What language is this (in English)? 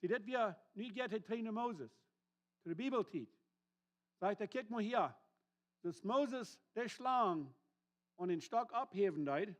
Plautdietsch